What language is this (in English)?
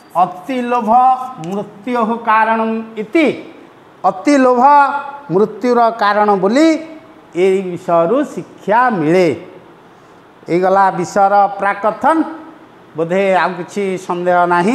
Odia